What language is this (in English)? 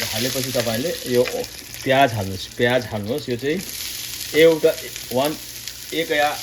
Nepali